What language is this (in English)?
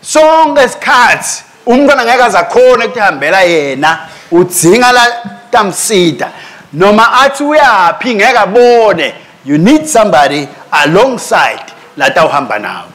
Swati